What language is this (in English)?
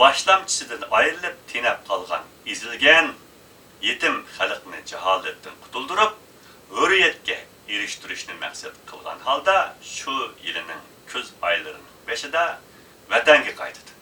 Uyghur